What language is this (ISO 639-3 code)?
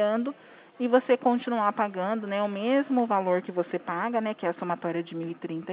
por